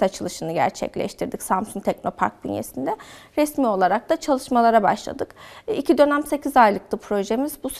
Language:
Turkish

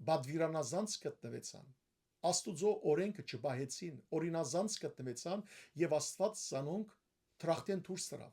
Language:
Western Armenian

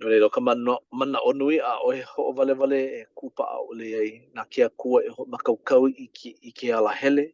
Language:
Hawaiian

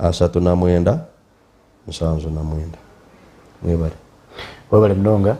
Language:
Nyankole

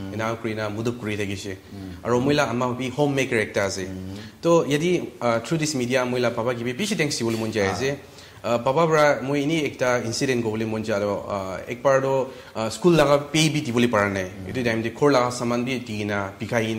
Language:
Naga Pidgin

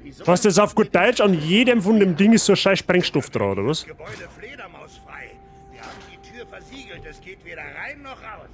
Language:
Bavarian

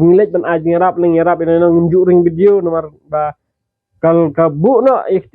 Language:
Khasi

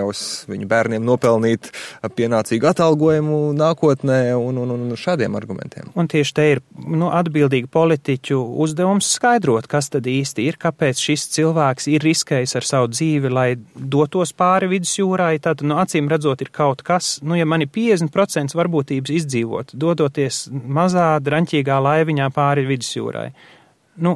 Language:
Latvian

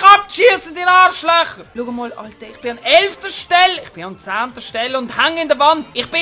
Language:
Swiss German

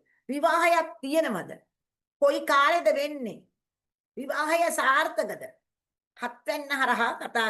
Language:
Sinhala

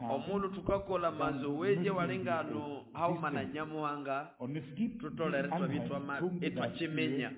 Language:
Nande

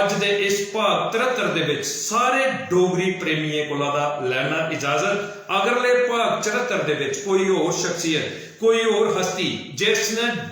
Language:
Dogri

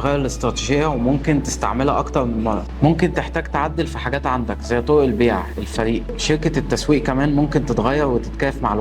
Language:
Egyptian Arabic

